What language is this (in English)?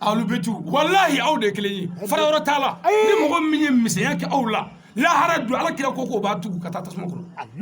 Bambara